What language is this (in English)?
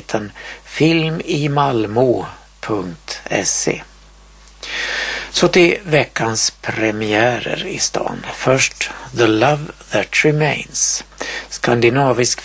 Swedish